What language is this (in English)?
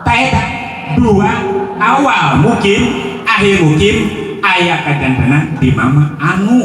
Sundanese